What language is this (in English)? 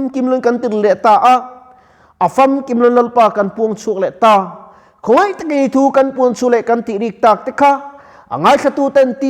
Mizo